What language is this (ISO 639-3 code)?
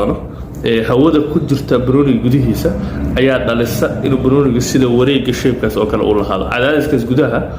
som